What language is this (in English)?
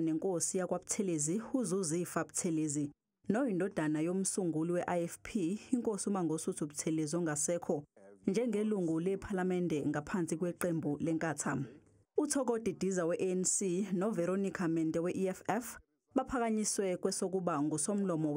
Zulu